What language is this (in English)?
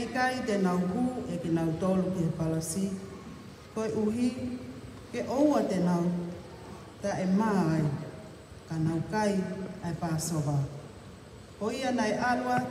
Tongan